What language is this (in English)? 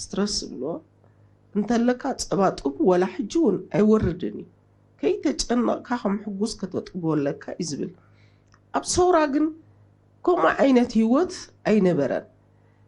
Tigrinya